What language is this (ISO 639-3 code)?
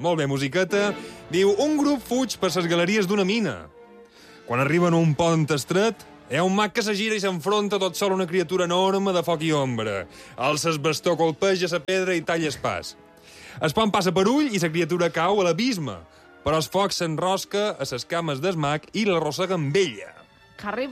cat